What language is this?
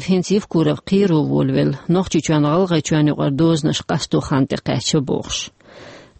Chechen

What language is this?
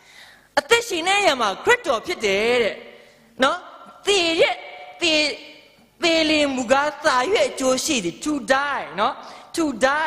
Burmese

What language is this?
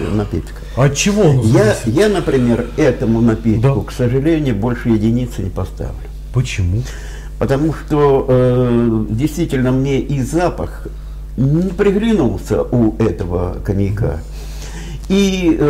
Russian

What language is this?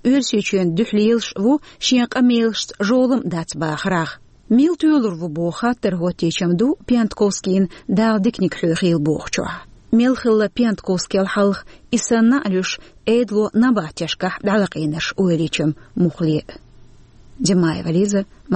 Chechen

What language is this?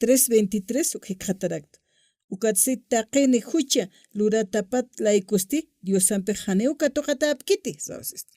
Aymara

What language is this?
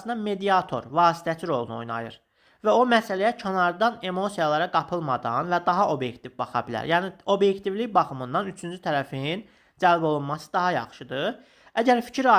Azerbaijani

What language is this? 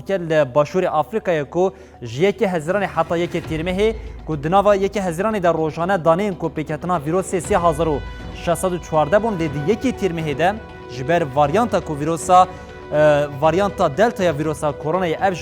Kurdish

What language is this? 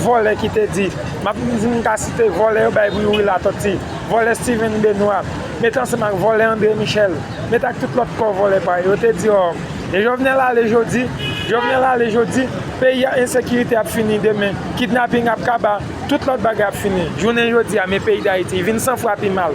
Haitian Creole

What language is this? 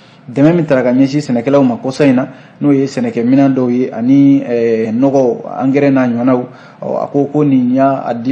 Bambara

